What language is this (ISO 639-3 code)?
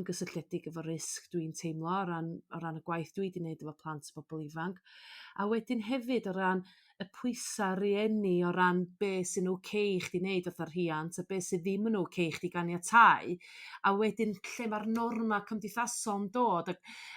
cym